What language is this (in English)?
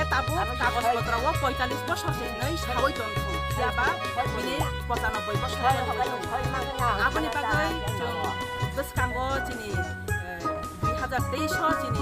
Kok Borok